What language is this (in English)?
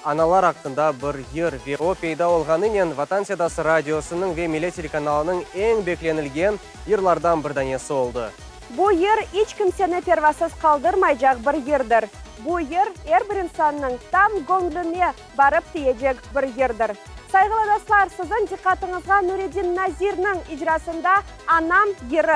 Crimean Tatar